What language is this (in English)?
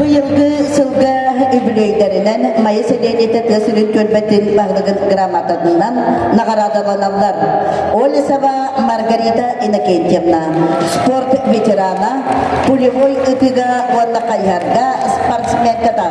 Yakut